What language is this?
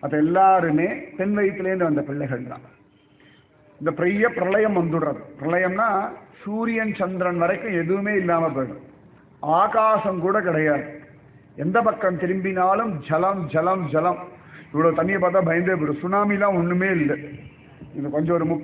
Tamil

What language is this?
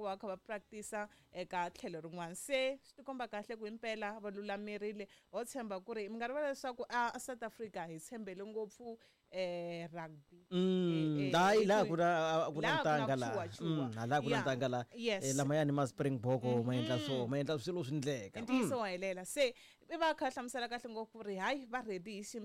Tsonga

